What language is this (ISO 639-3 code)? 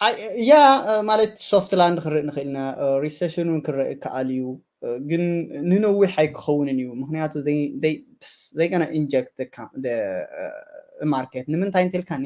tir